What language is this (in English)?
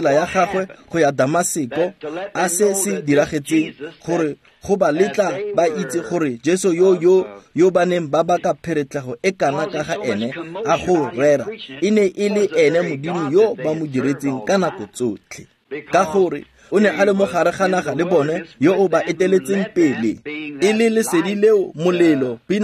Tswana